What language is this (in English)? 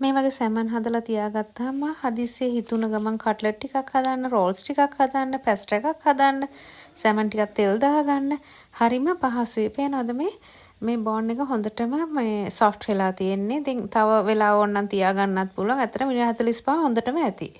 Sinhala